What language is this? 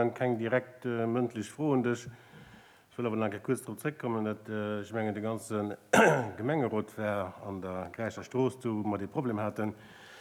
Luxembourgish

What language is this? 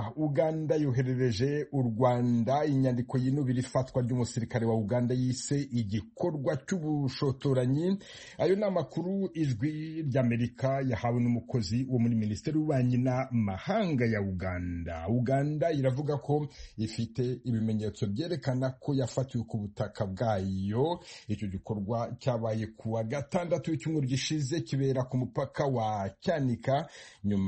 Kinyarwanda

